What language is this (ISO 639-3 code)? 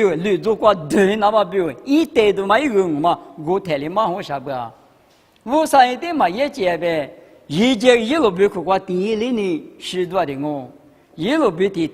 lis